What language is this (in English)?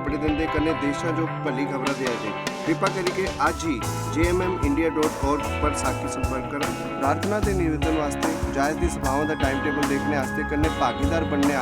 Dogri